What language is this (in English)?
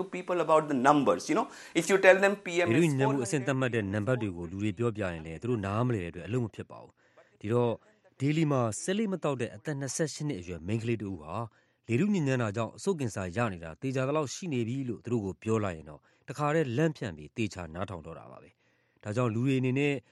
Burmese